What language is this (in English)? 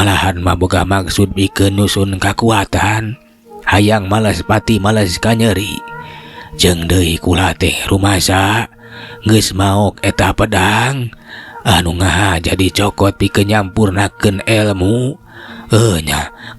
Sundanese